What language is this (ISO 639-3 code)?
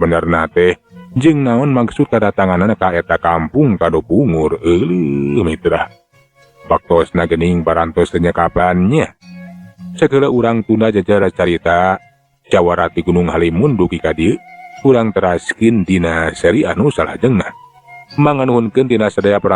sun